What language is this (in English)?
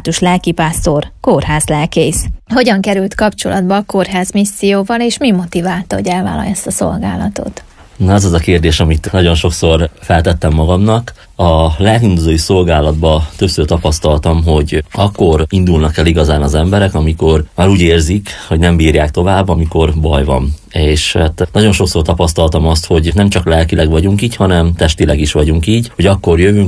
Hungarian